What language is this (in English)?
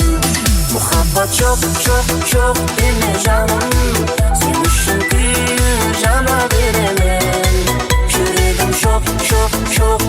Kara-Kalpak